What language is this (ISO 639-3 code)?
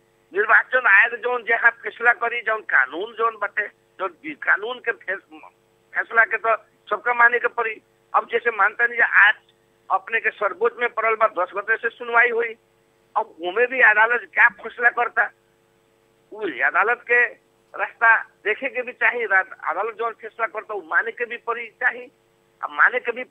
bho